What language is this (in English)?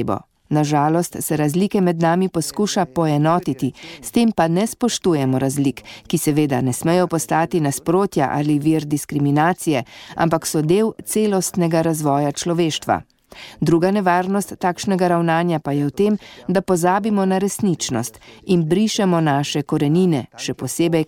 Slovenian